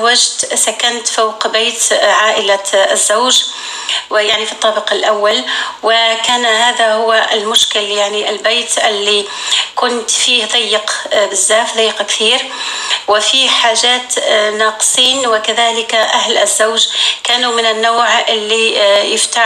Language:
North Levantine Arabic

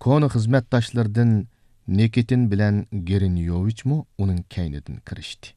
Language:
Uyghur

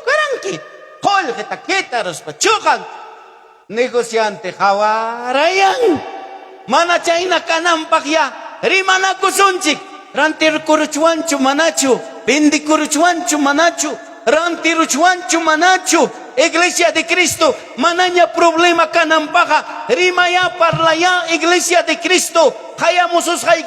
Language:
Ayacucho Quechua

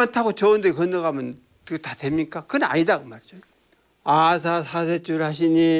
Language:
Korean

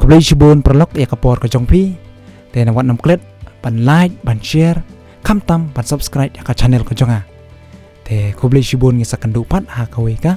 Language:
Khasi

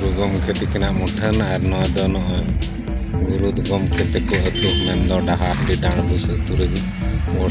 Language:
Santali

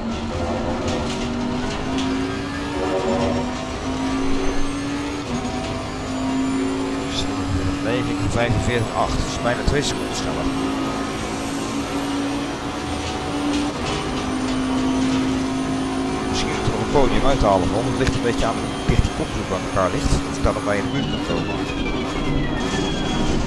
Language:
Dutch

